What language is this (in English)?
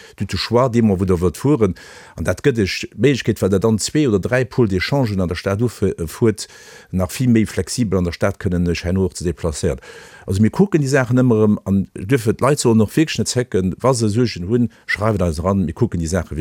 Luxembourgish